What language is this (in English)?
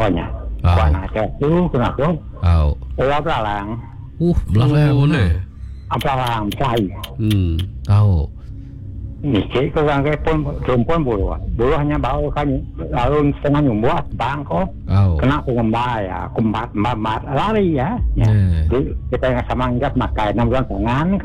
Malay